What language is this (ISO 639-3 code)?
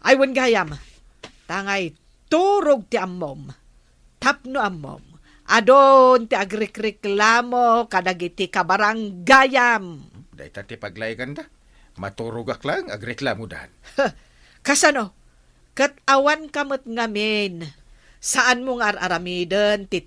ilo